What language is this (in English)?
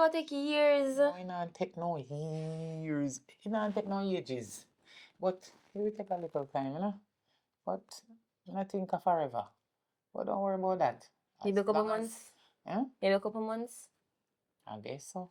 Jamaican Creole English